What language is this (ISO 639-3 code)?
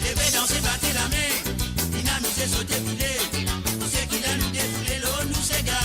mfe